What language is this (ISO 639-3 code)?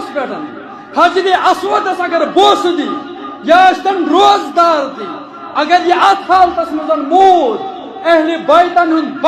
kas